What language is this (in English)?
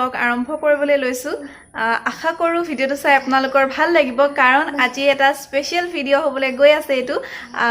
Assamese